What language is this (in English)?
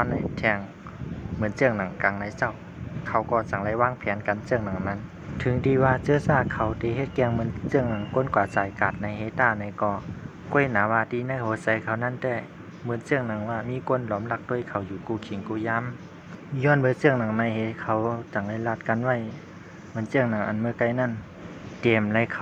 Shan